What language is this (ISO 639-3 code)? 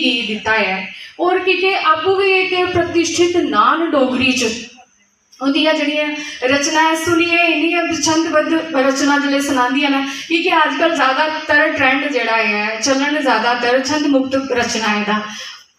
doi